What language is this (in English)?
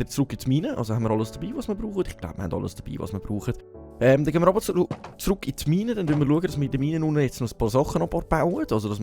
Swiss German